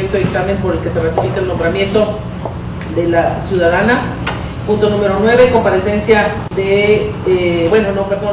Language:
Spanish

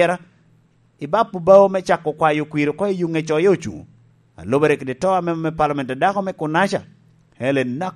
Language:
Lango (Uganda)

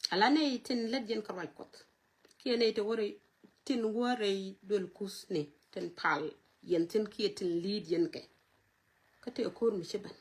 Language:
Nuer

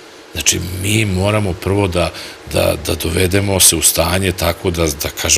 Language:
Serbian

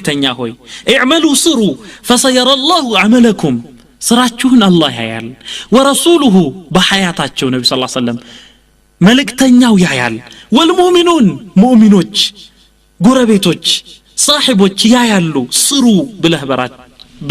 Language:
Amharic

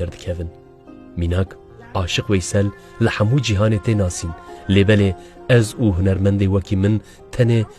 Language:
Kurdish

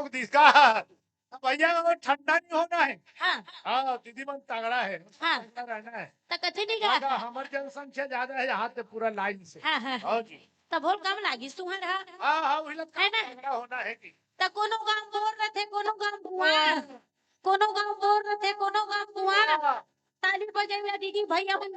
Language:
Chhattisgarhi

